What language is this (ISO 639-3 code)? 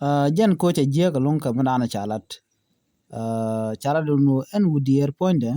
nus